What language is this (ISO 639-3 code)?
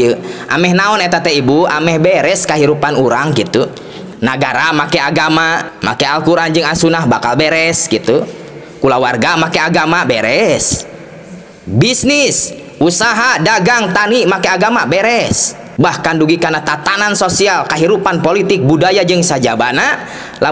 sun